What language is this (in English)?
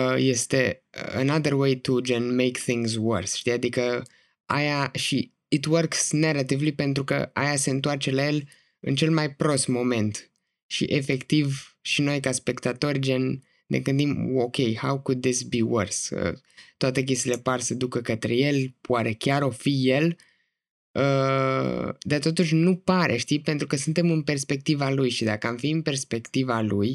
Romanian